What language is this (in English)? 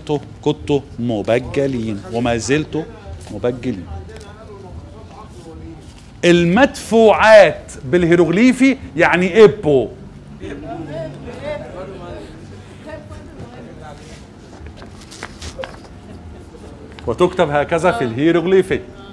Egyptian Arabic